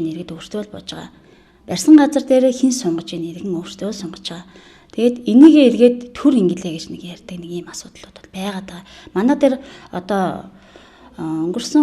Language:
Mongolian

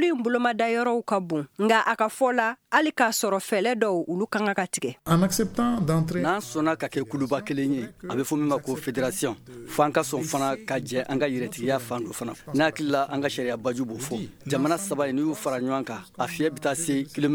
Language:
Bambara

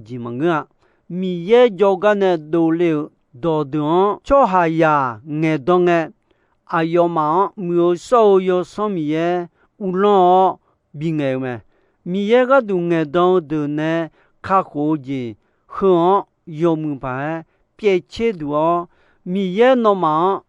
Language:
Akha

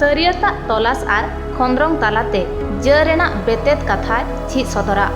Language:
Santali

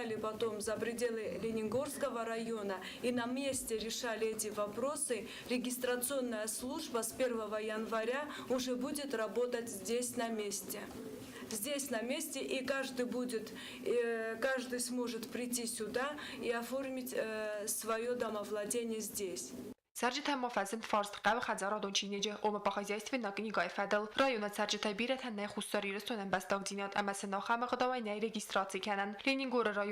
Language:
Ossetic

